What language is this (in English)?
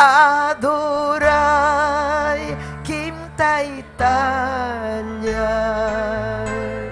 Ayacucho Quechua